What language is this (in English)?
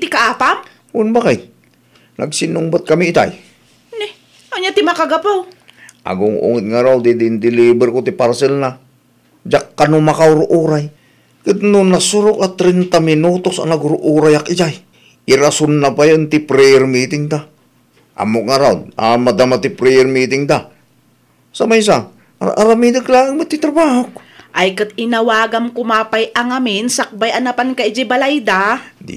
Iloko